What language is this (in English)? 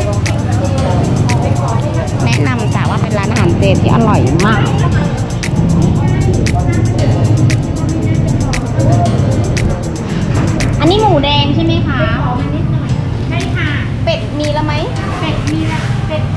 Thai